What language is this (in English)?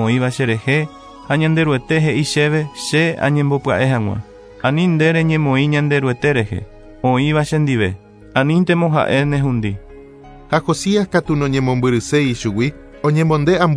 Guarani